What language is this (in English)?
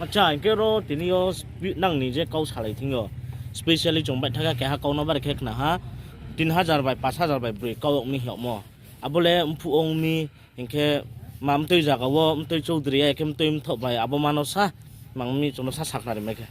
Riang (India)